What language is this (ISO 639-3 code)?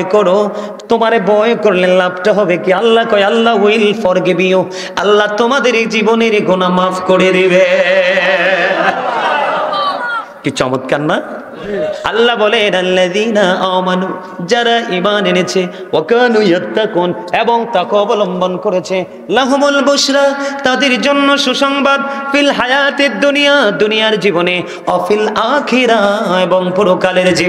ben